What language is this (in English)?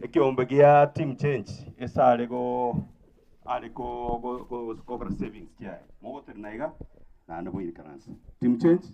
Gusii